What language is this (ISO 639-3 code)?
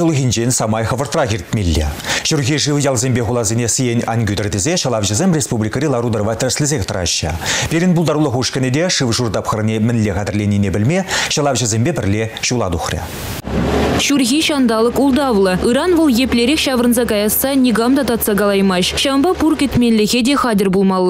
chv